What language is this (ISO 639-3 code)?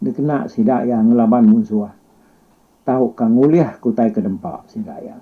iba